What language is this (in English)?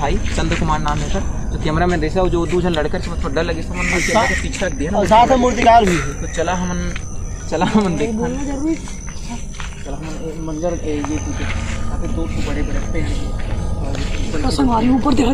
Chhattisgarhi